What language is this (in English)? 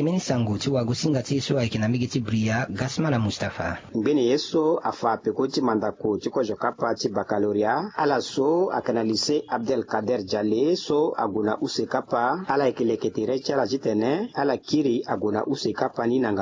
Sango